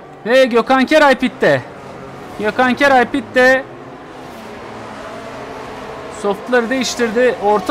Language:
Turkish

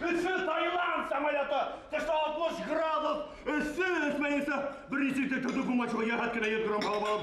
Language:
Bashkir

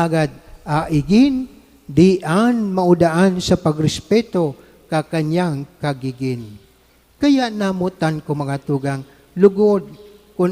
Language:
Bikol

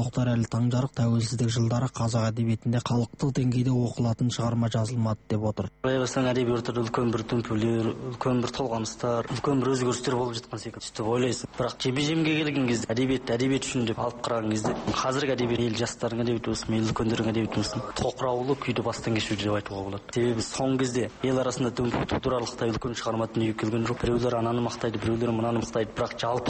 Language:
Kazakh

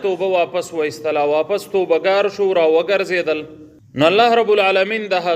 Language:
Pashto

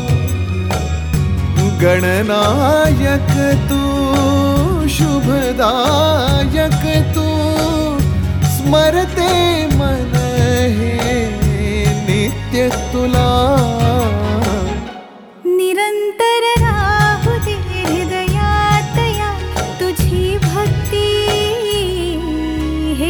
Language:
Marathi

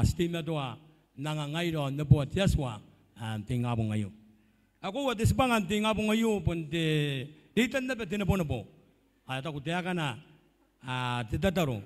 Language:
Gilbertese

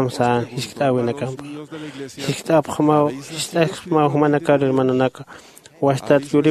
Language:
Aymara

